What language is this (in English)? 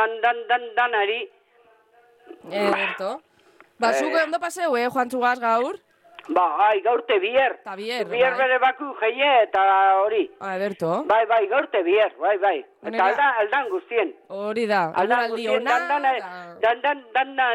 Basque